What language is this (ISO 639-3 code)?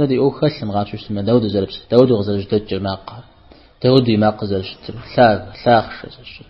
kbd